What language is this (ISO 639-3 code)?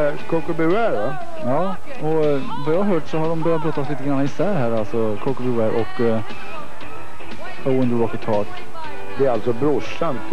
swe